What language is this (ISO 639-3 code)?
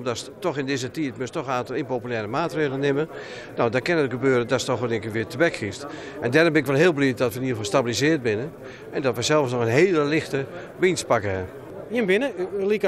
fry